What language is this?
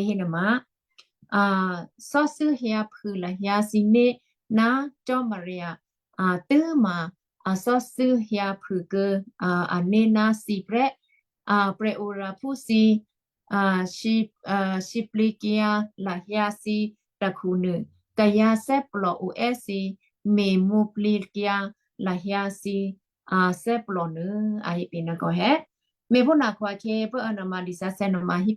Western Kayah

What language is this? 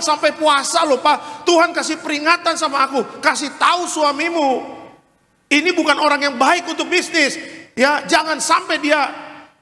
Indonesian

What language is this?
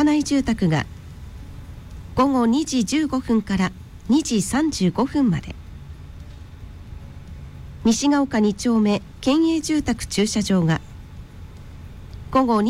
Japanese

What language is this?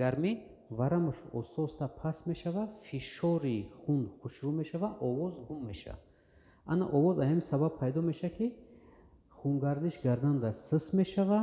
Tajik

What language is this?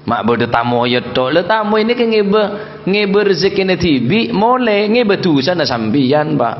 Madurese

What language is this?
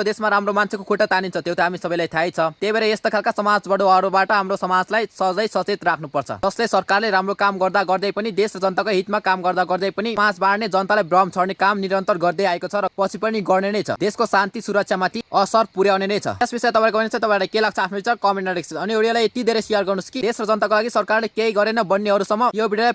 Nepali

